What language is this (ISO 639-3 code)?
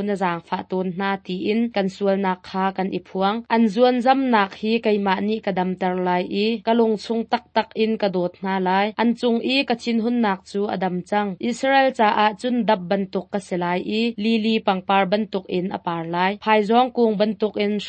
cnh